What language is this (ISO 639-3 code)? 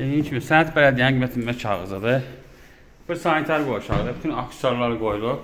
aze